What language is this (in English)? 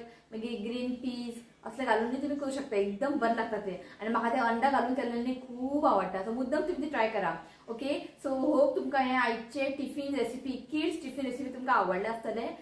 Konkani